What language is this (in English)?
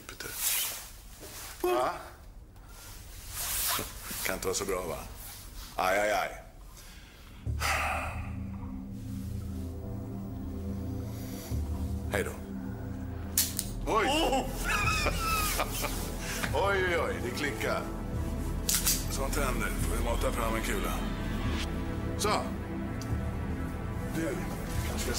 Swedish